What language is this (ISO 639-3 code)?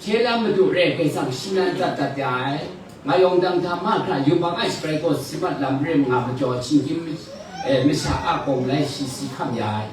kac